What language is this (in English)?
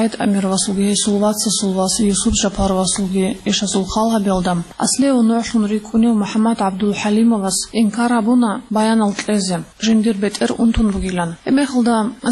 Avaric